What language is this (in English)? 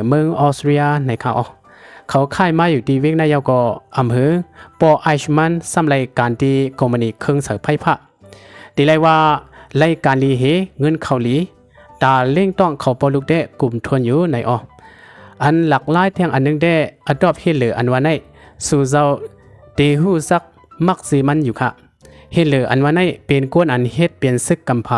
Shan